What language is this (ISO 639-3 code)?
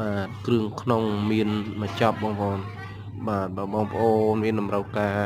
khm